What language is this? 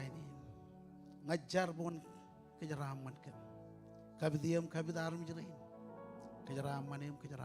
Marshallese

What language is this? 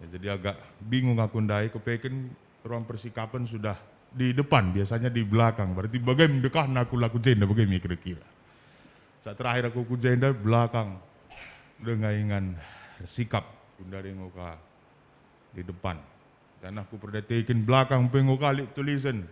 Batak Karo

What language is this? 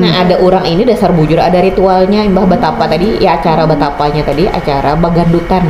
Banjar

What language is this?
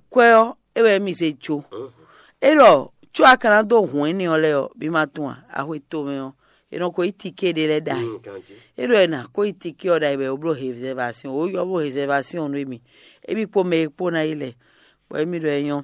Fon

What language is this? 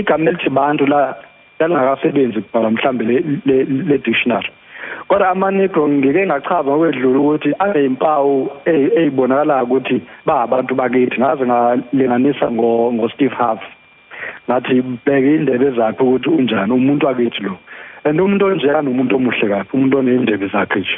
Zulu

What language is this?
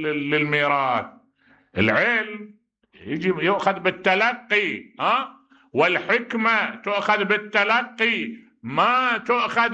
Mesopotamian Arabic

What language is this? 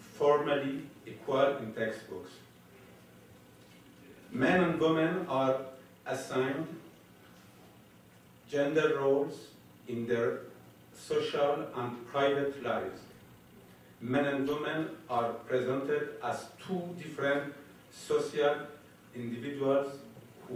English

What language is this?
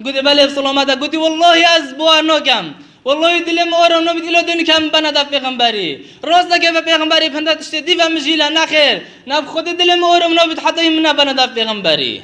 Kurdish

